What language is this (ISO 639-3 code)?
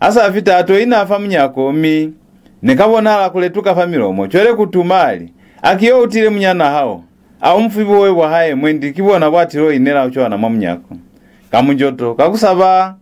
loz